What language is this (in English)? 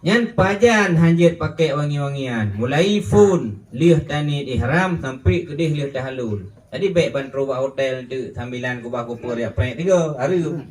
Achinese